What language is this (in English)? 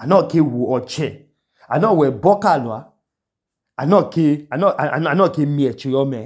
Idoma